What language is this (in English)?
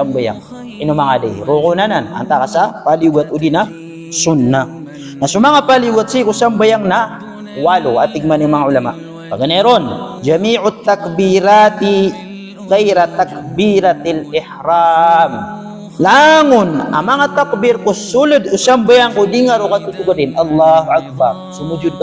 Maranao